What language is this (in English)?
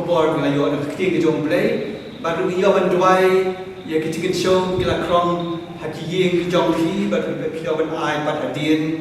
Khasi